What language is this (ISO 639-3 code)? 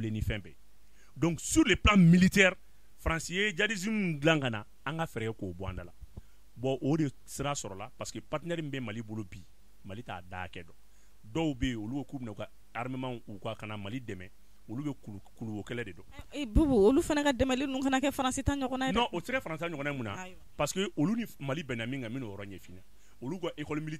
bam